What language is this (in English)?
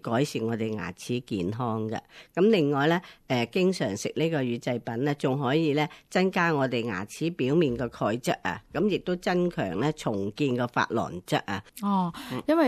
Cantonese